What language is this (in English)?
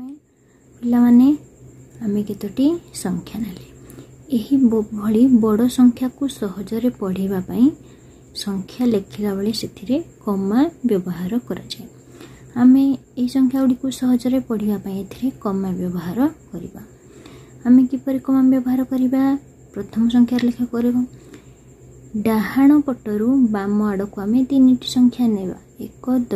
Odia